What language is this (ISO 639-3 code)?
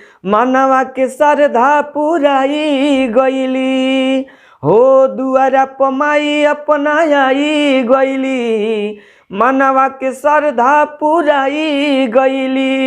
bho